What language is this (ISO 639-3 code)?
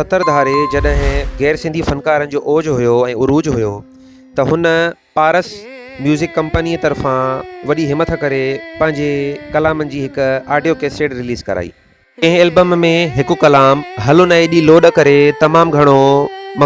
snd